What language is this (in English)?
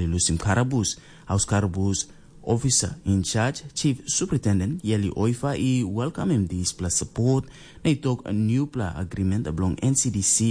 Tok Pisin